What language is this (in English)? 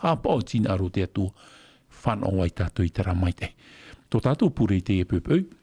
Tahitian